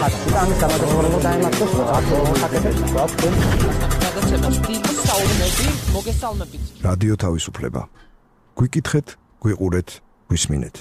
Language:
Georgian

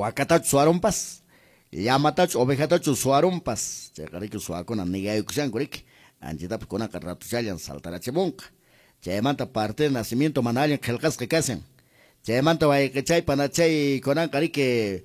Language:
Quechua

